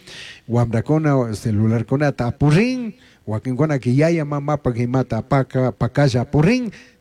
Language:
Chimborazo Highland Quichua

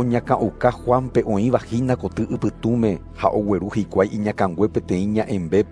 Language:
Guarani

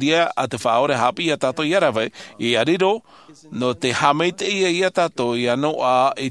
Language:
Tahitian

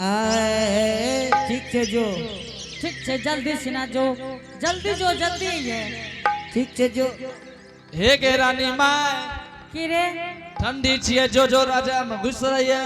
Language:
Angika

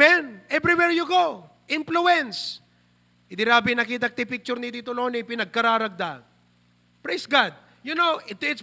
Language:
Iloko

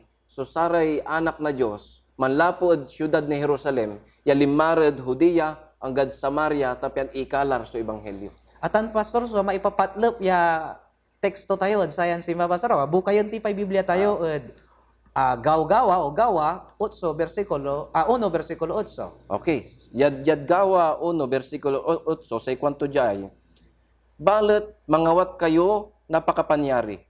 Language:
Pangasinan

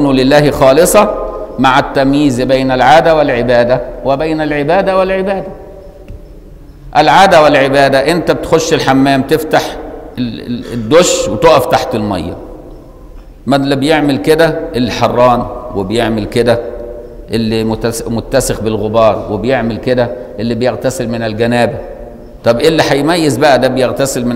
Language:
Egyptian Arabic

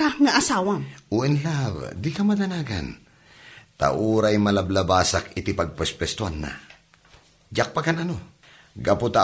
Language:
Iloko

